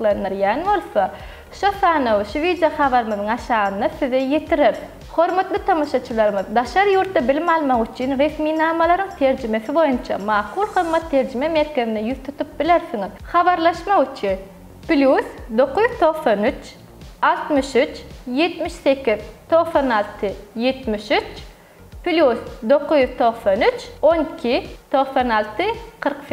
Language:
Turkmen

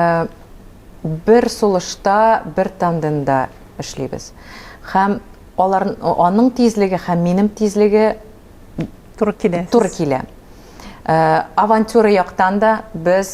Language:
Tatar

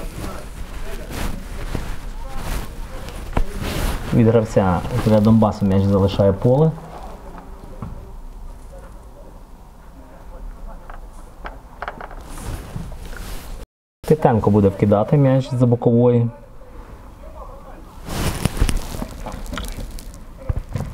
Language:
Ukrainian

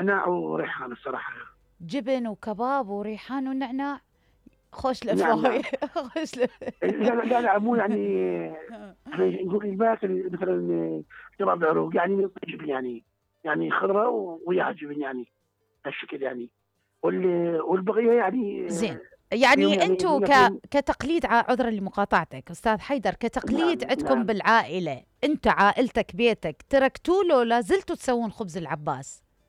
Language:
Mesopotamian Arabic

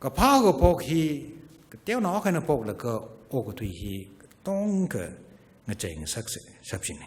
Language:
Tangkhul Naga (India)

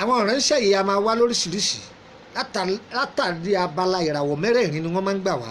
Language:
Yoruba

